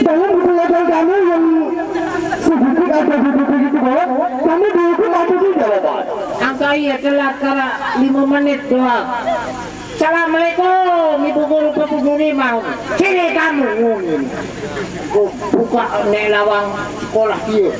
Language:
Sasak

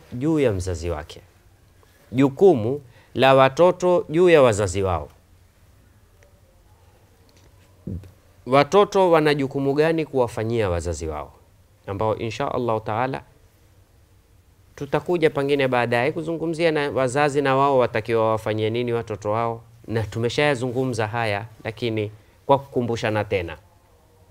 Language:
Swahili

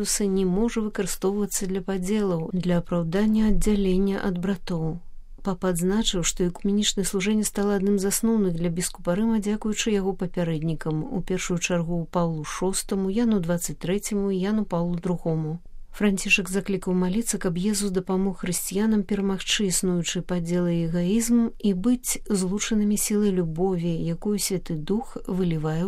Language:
Belarusian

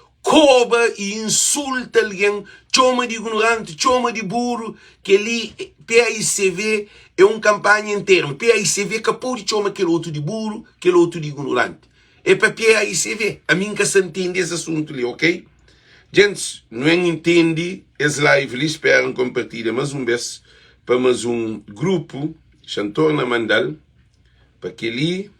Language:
Kabuverdianu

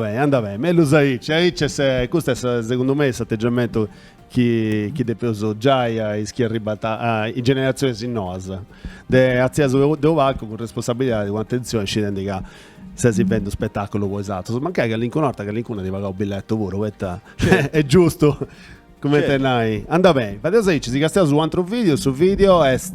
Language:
Sardinian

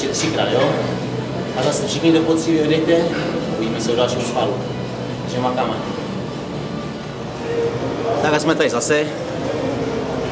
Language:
Czech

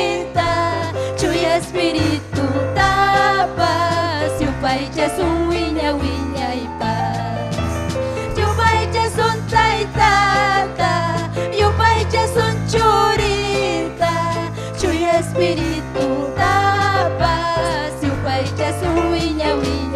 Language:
Ayacucho Quechua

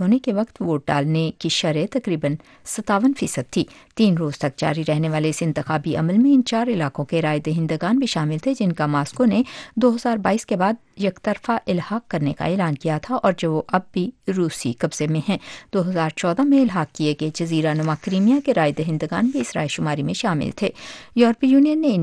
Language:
Urdu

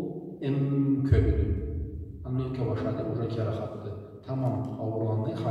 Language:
Karachay-Balkar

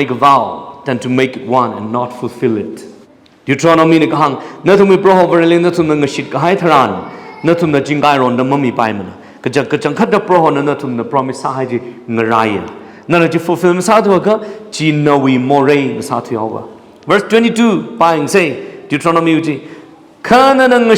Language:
Tangkhul Naga (India)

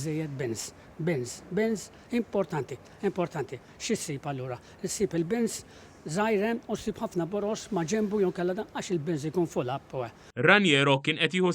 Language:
Maltese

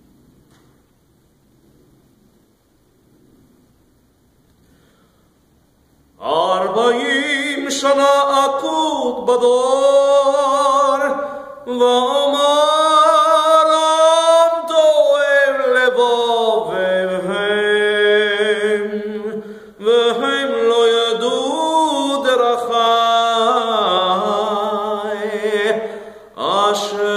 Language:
Hebrew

